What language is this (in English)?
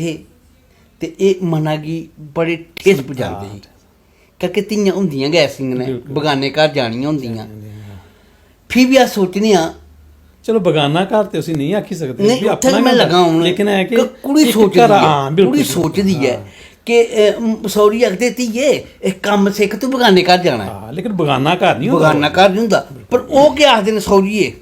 Dogri